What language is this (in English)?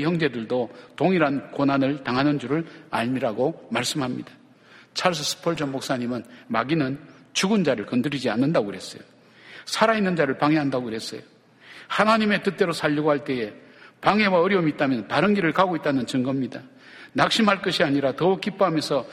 Korean